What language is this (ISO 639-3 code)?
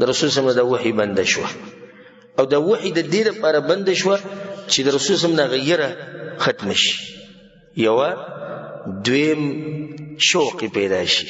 pus